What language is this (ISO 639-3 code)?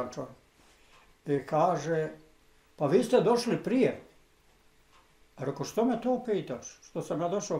bos